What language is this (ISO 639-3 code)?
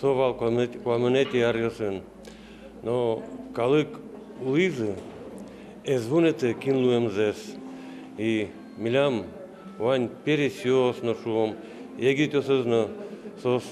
udm